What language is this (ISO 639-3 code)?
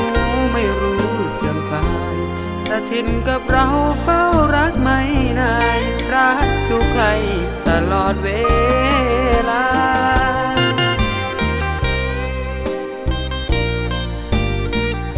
tha